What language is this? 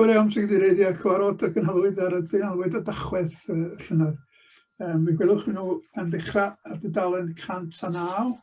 Welsh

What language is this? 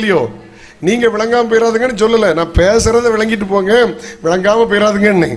Tamil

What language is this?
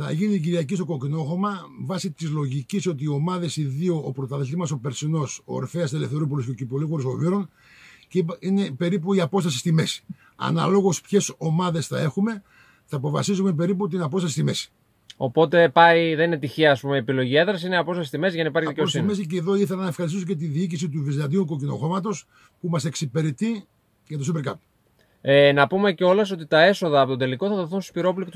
Greek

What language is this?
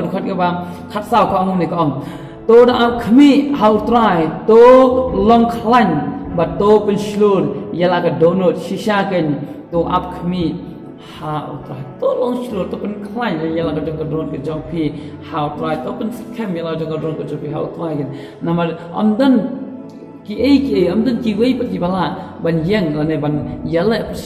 Khasi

